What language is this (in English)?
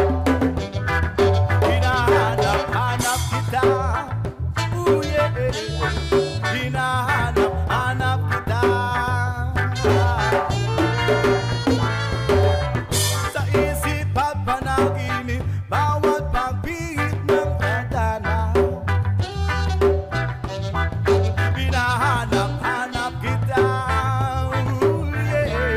Filipino